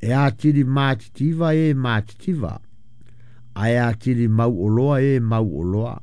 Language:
Samoan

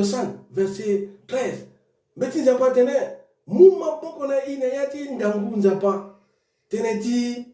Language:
Sango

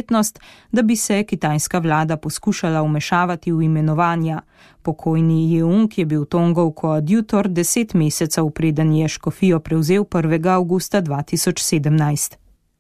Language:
Slovenian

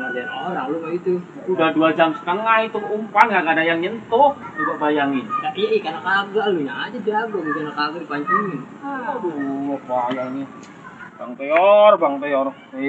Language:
Betawi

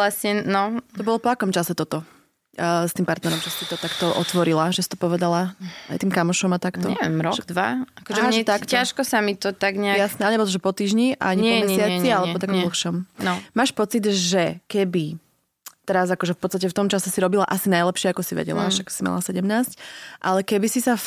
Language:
Slovak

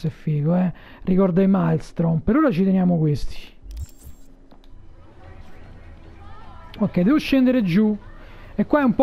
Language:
Italian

